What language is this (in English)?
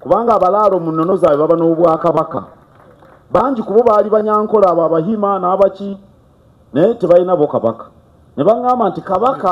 Ganda